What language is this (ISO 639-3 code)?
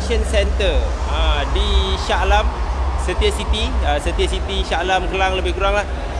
msa